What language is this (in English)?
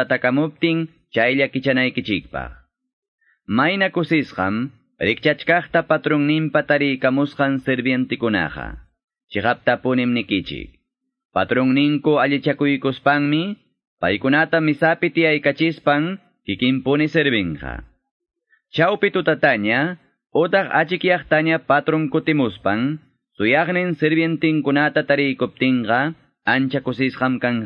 Quechua